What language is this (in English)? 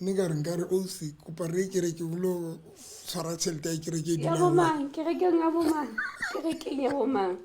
Southern Sotho